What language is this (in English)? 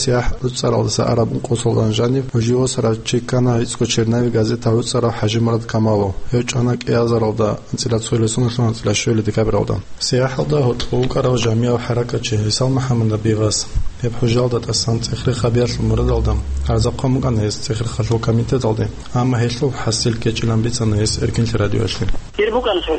Avaric